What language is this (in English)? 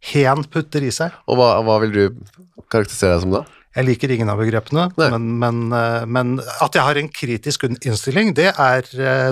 Norwegian